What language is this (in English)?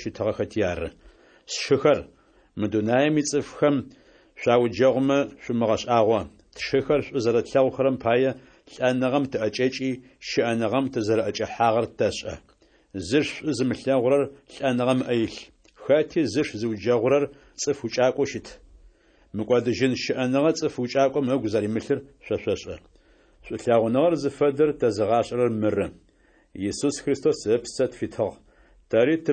Adyghe